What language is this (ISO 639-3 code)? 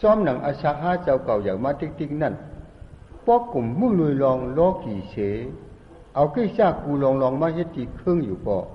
shn